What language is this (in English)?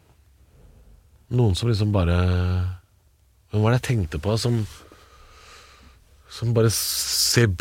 Norwegian